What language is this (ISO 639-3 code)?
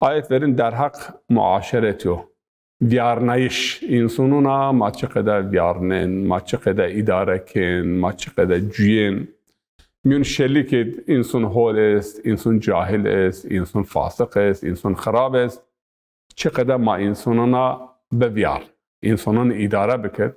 zza